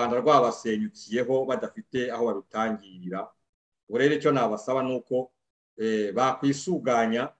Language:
Kinyarwanda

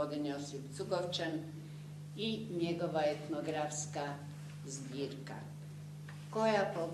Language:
Croatian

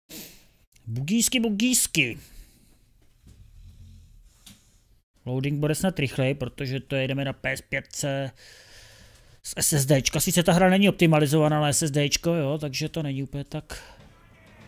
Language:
Czech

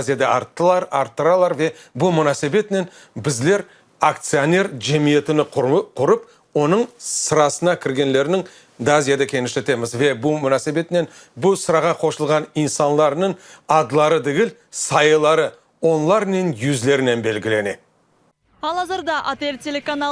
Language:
Crimean Tatar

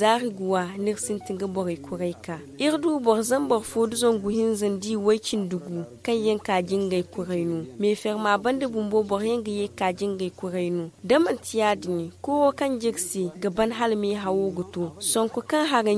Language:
Zarma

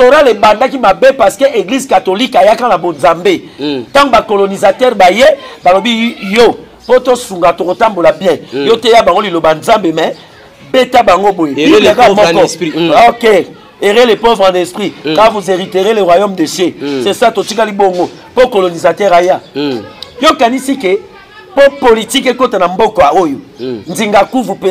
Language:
Lingala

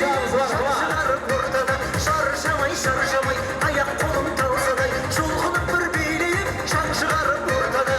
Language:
Kara-Kalpak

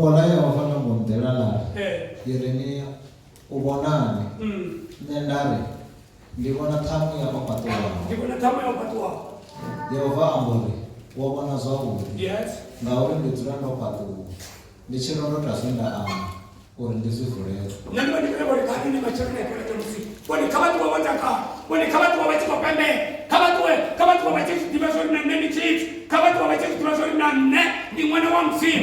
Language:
Venda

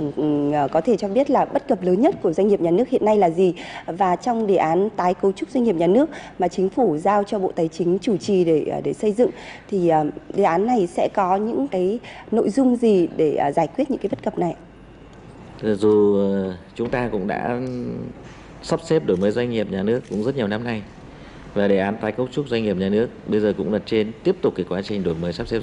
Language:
Vietnamese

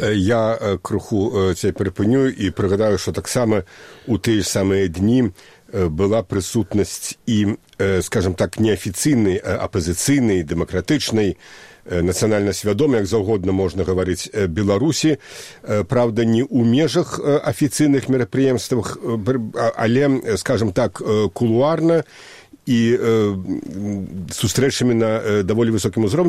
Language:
Belarusian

